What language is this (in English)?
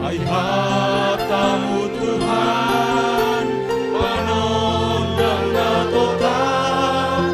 Batak Simalungun